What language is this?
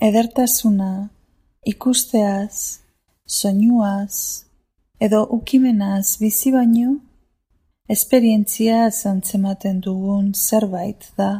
Basque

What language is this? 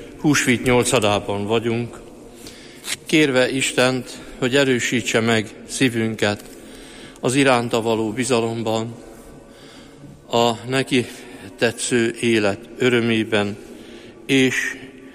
Hungarian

